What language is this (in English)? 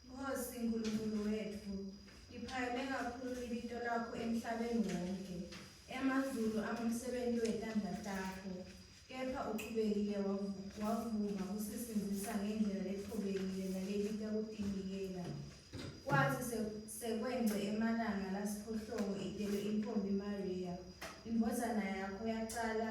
Swati